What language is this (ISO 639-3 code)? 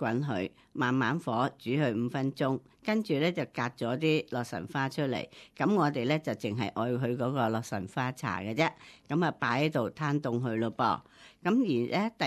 yue